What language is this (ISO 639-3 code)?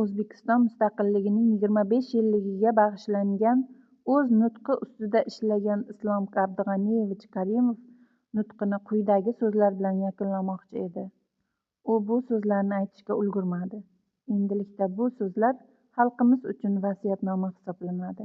uzb